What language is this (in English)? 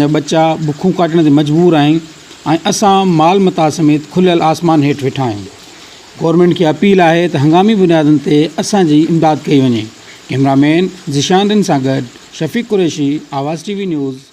Sindhi